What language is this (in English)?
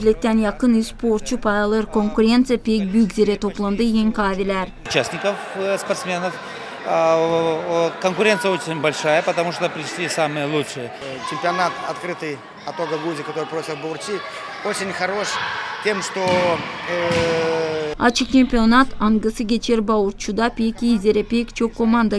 Gagauz